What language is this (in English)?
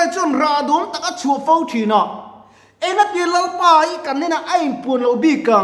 Mizo